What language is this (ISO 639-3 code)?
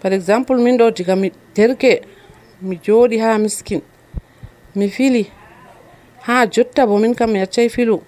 fuv